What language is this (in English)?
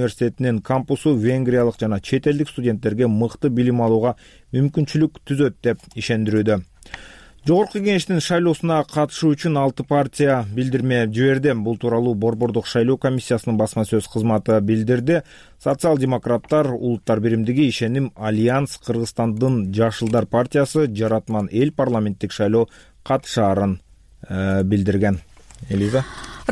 Kyrgyz